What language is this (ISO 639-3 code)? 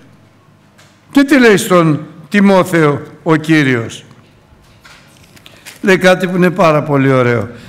ell